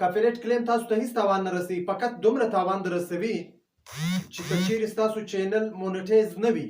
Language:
Pashto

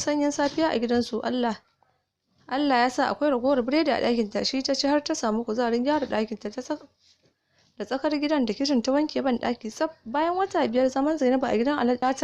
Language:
Hausa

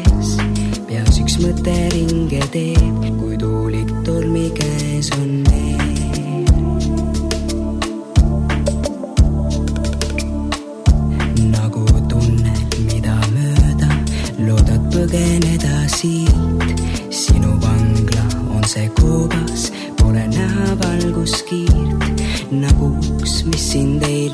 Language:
Estonian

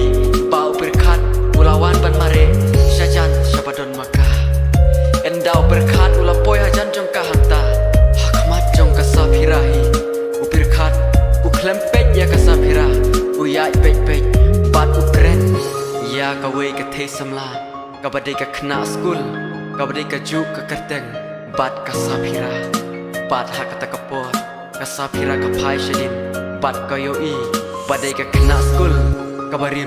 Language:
Khasi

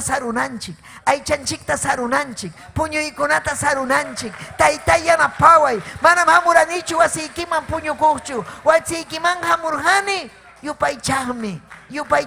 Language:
Ayacucho Quechua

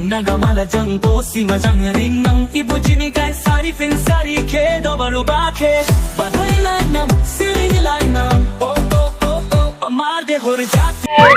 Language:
Dimasa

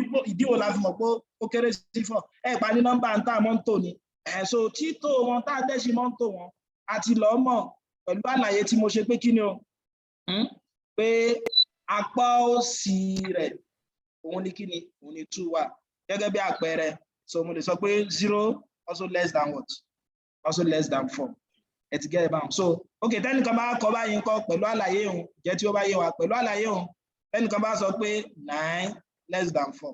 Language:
Yoruba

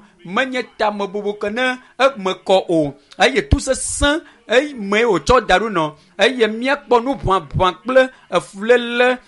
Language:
Ewe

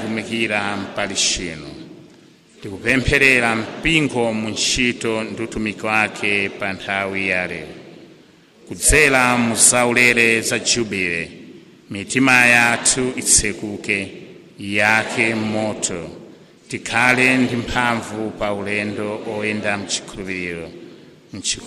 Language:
Nyanja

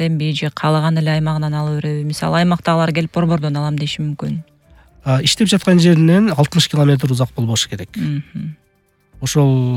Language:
Kyrgyz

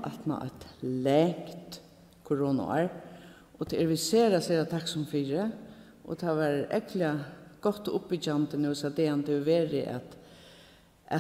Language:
Faroese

